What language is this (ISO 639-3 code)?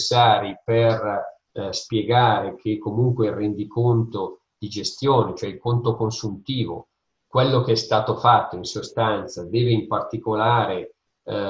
ita